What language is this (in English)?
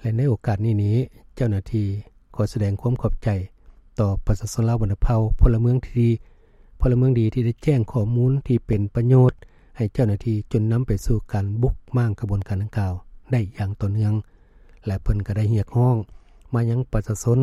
Lao